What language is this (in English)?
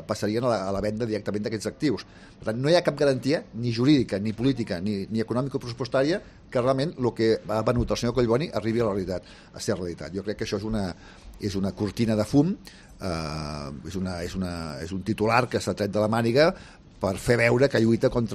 Catalan